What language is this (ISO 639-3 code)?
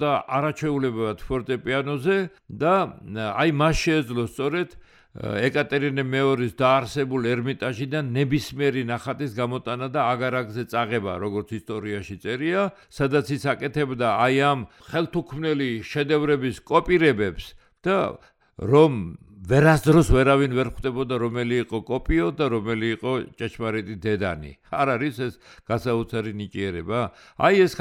kat